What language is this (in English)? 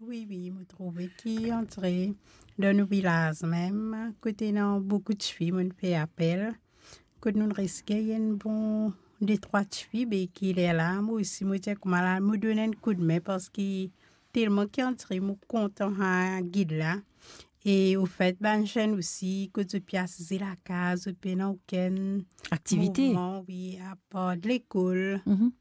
Morisyen